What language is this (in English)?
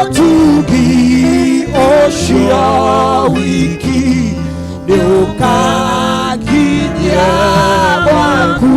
Kikuyu